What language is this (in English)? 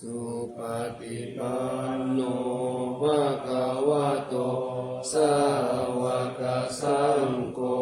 Pali